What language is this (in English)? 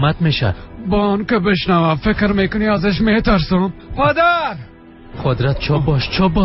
Persian